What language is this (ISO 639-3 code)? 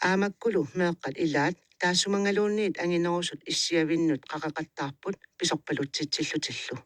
kal